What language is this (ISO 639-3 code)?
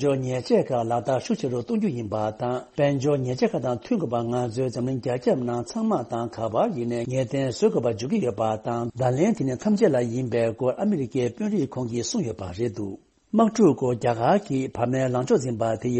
bod